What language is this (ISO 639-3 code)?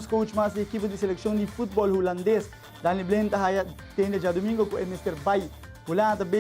pap